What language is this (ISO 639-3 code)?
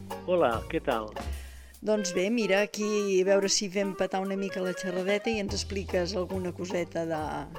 cat